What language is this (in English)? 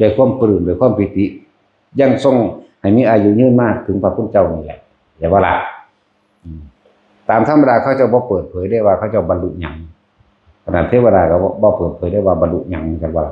Lao